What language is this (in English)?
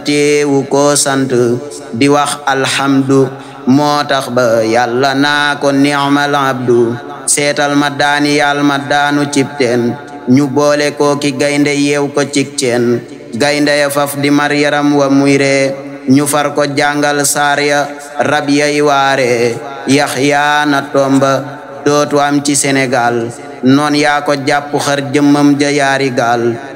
Wolof